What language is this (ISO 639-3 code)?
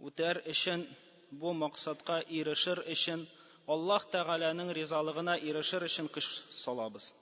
tat